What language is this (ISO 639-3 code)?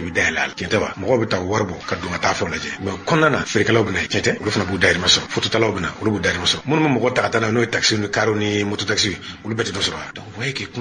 bam